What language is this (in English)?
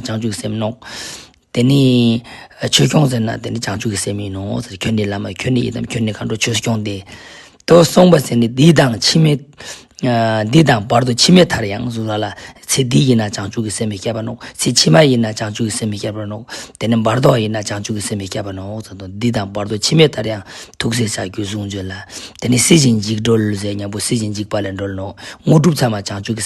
Ladakhi